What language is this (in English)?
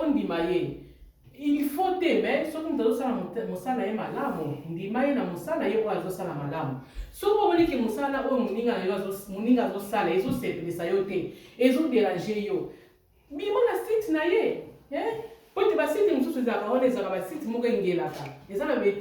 Lingala